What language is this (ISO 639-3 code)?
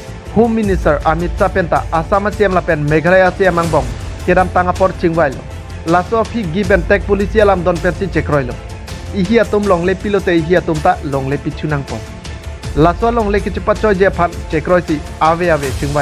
mjw